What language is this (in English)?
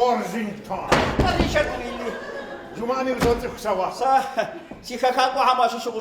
Kabardian